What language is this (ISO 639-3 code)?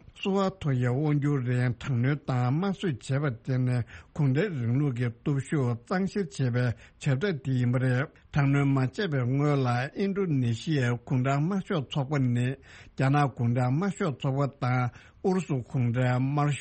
bod